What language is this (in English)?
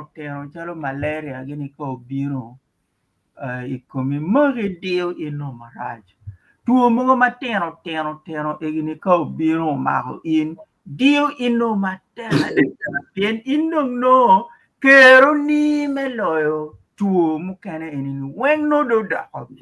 Acoli